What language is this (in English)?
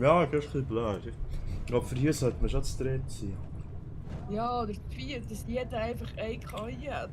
Swiss German